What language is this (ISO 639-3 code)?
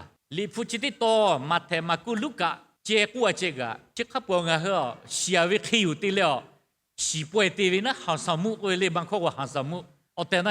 lhu